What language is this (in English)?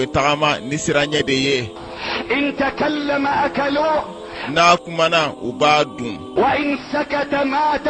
Bambara